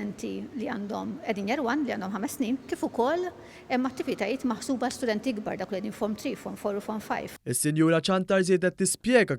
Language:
Maltese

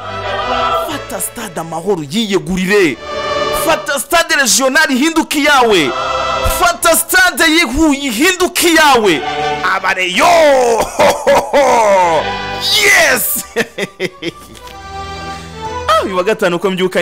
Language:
Kinyarwanda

